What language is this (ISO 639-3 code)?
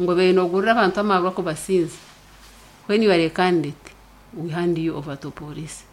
nyn